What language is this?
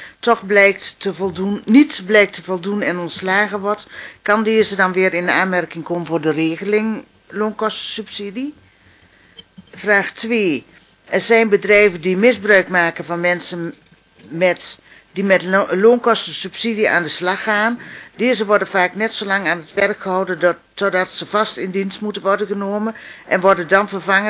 Dutch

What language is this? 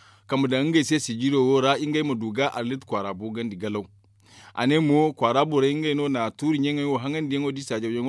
Zarma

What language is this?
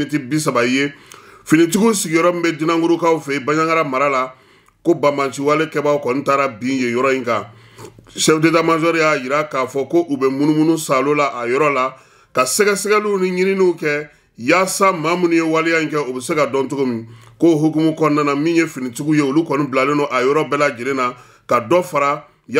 Bambara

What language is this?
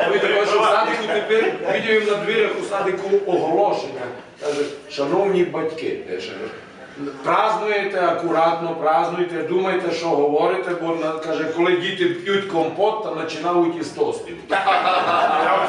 Rusyn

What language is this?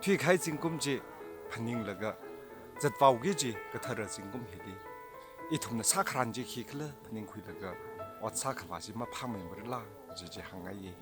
Tangkhul Naga (India)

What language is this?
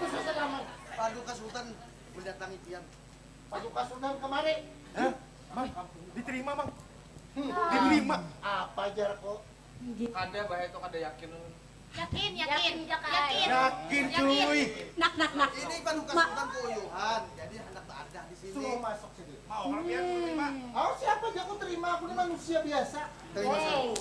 Banjar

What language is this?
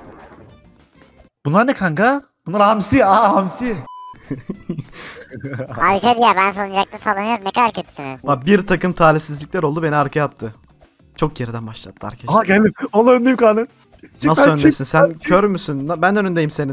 Turkish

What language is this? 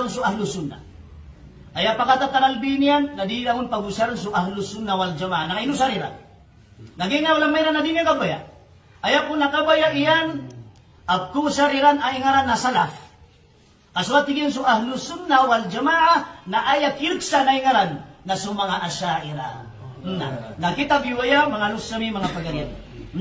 Maranao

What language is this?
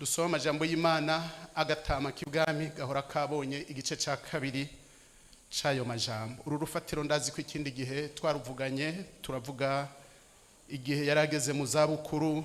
Rundi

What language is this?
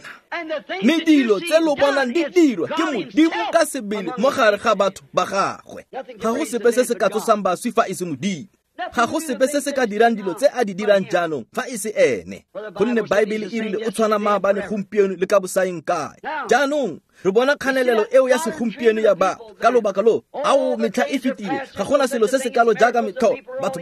Tswana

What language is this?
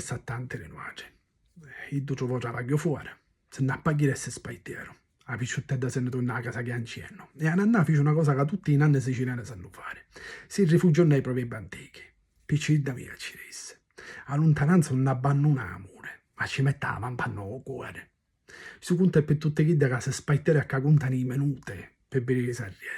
Sicilian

